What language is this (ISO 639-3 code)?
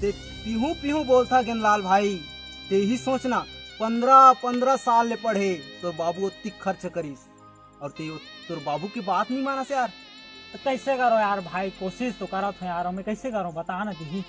hne